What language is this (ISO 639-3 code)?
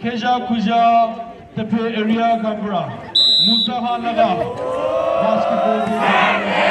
nri